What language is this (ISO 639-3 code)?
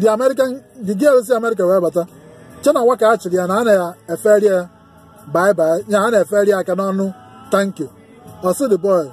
ibo